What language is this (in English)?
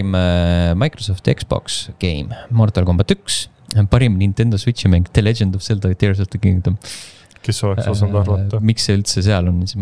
Estonian